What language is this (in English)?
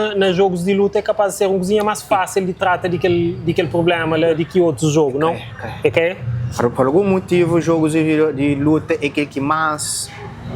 Kabuverdianu